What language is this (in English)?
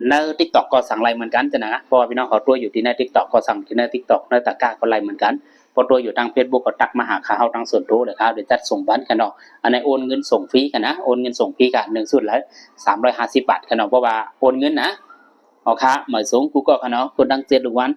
Shan